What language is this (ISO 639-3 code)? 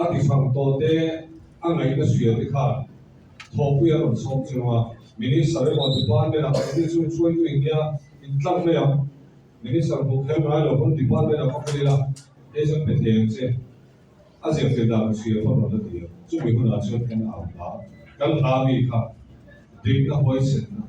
lus